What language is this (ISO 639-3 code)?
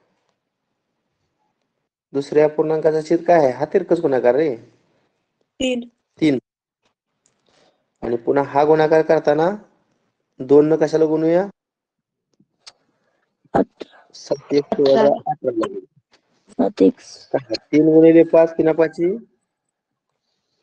mar